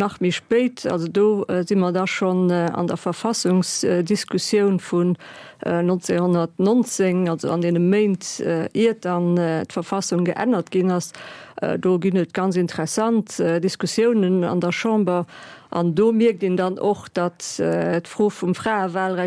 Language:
Luxembourgish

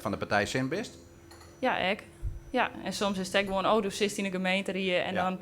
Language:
Western Frisian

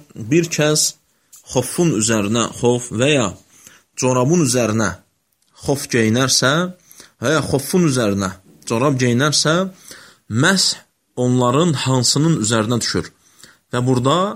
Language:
Azerbaijani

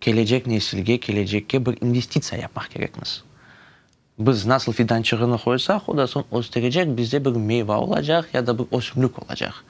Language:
Crimean Tatar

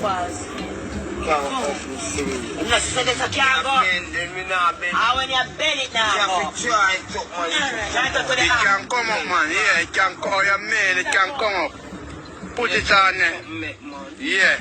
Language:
Jamaican Creole English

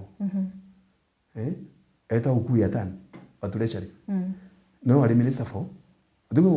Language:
Meru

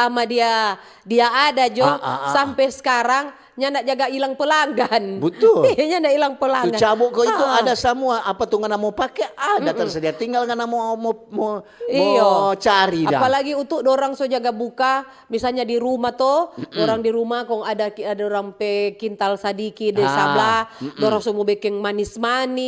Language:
Manado Malay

